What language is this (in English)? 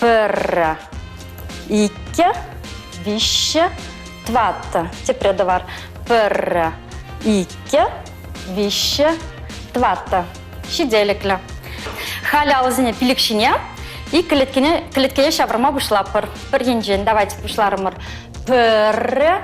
Chuvash